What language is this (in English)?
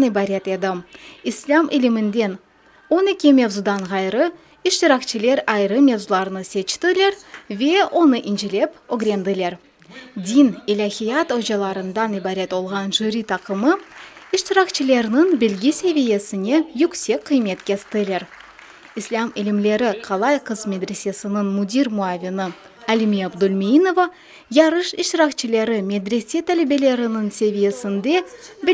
Crimean Tatar